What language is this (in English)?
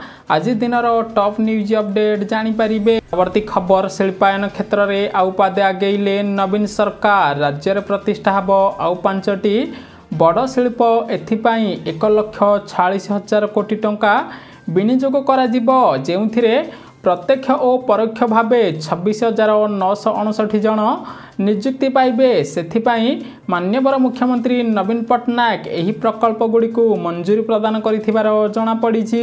Odia